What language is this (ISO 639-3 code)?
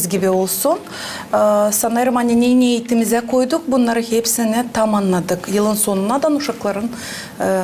gag